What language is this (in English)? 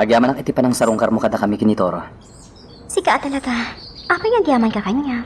Iloko